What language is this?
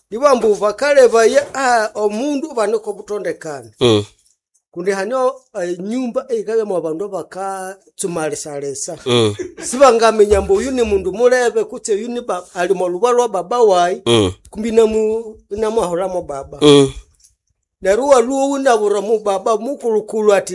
Nande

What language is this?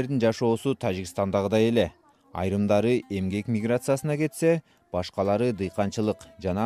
Kyrgyz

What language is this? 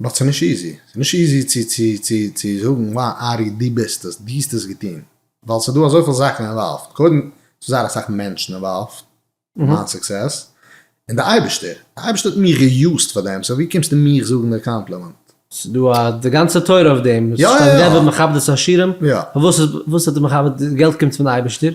Yiddish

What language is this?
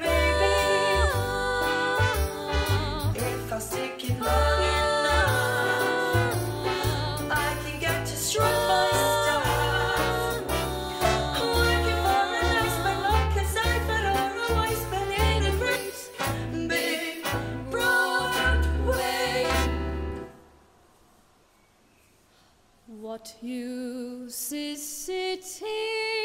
English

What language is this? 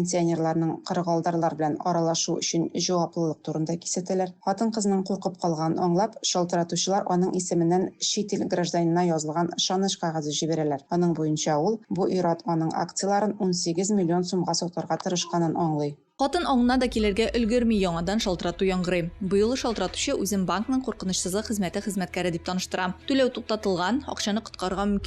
Tatar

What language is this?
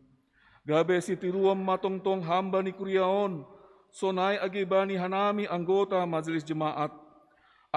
Batak Simalungun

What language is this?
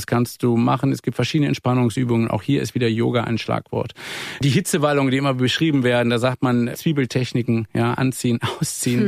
German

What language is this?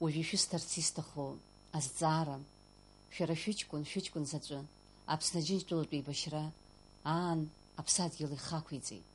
Abkhazian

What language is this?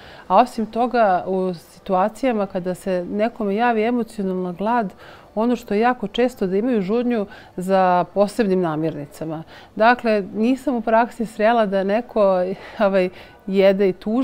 Croatian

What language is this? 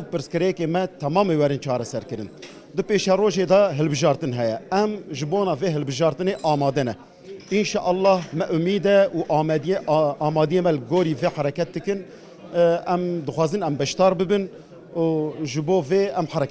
Kurdish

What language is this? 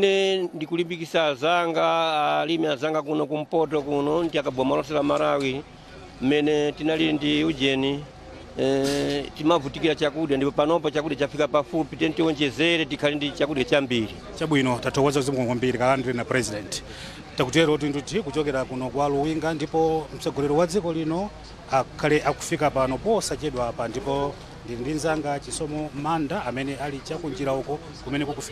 Nyanja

